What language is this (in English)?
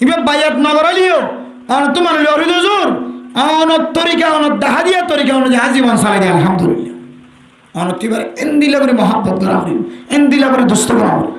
Rohingya